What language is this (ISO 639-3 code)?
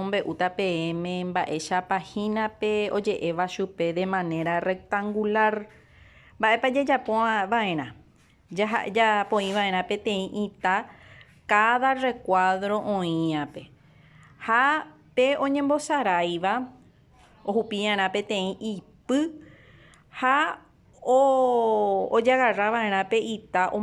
grn